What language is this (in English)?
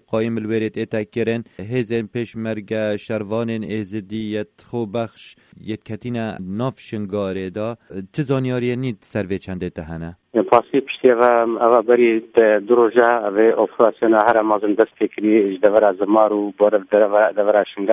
Kurdish